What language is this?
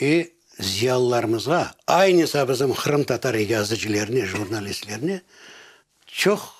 Crimean Tatar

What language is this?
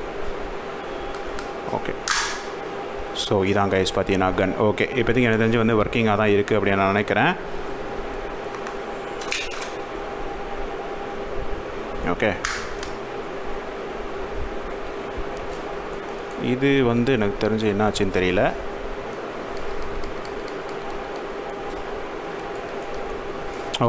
Tamil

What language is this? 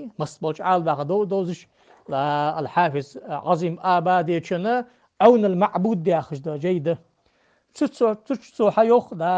Ingush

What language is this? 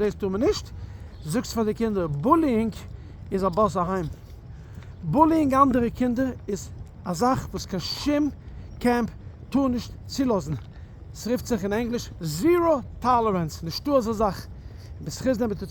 Yiddish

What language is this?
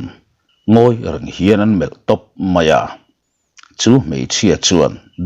Mizo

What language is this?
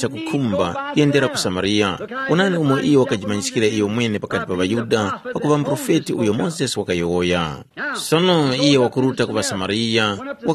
Tumbuka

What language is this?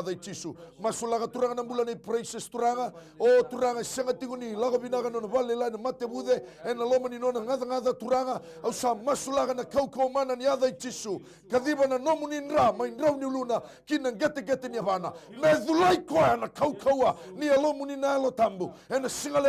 Fijian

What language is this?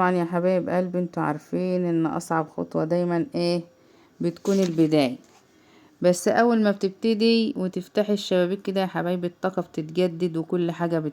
Egyptian Arabic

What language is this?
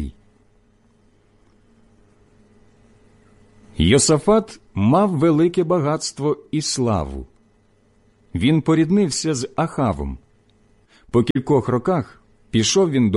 Ukrainian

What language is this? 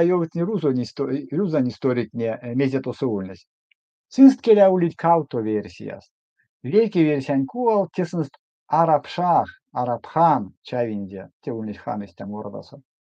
Erzya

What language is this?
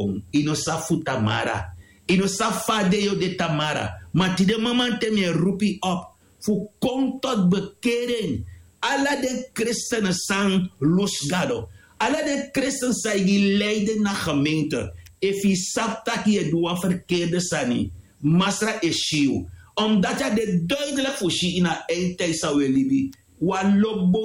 Sranan Tongo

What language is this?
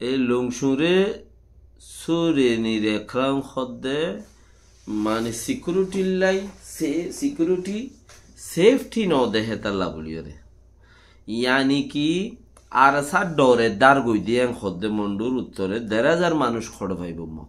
Rohingya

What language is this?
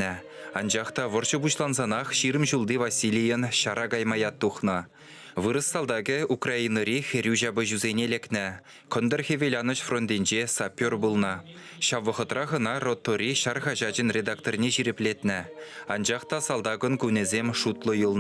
Chuvash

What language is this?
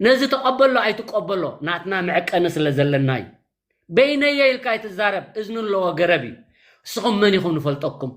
Tigrinya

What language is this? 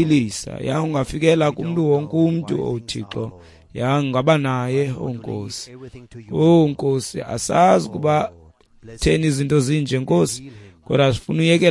Xhosa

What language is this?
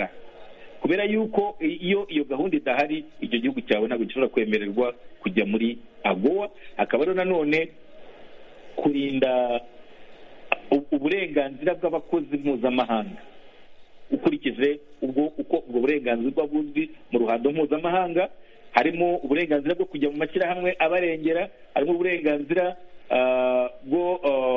Kinyarwanda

